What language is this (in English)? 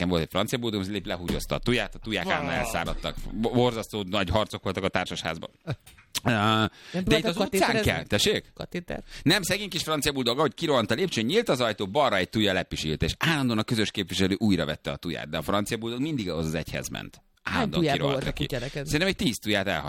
Hungarian